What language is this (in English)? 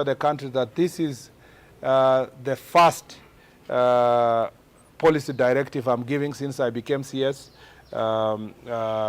Kamba